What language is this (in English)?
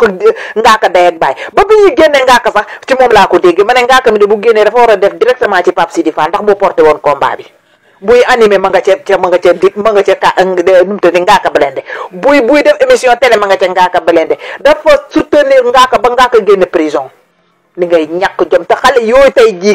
Wolof